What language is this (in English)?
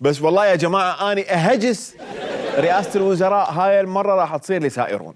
Mesopotamian Arabic